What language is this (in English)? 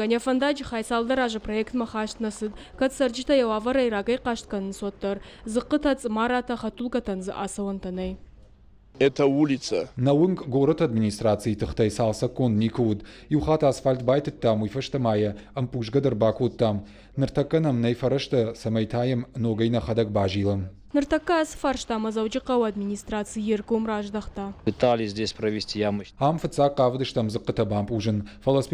Ossetic